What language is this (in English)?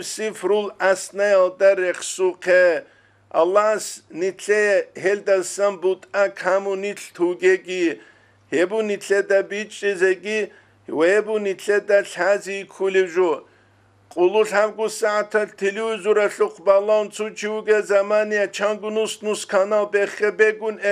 Avaric